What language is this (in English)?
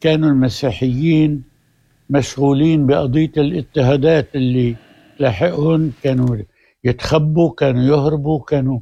North Levantine Arabic